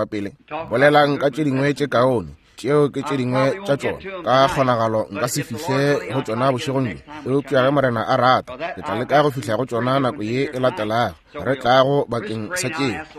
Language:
Northern Sotho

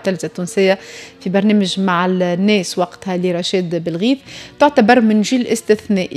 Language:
Tunisian Arabic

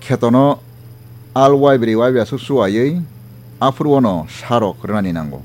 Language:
Kok Borok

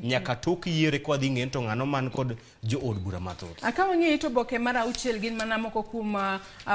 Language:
Luo (Kenya and Tanzania)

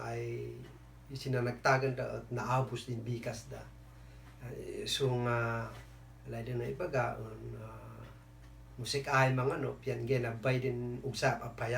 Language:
Kankanaey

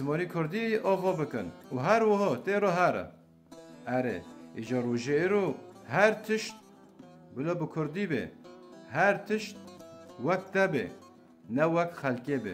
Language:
Kurdish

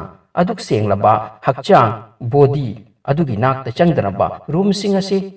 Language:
Manipuri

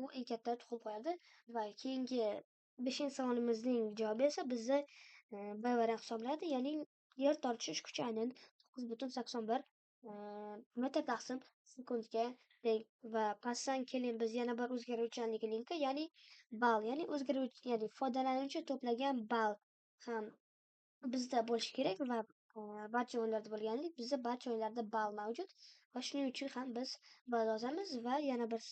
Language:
Uzbek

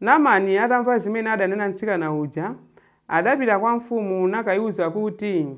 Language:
Nyanja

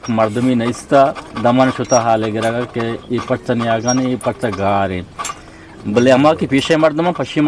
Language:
Eastern Balochi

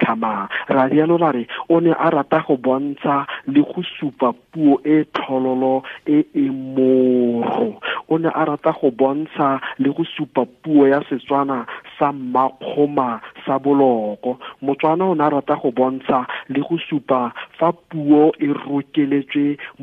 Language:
Tswana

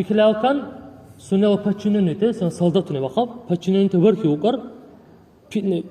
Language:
Dargwa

